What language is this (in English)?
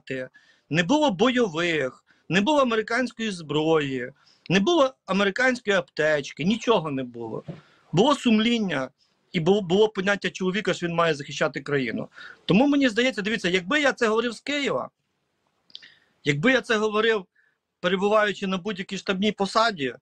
Ukrainian